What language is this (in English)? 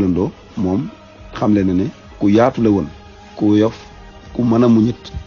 Wolof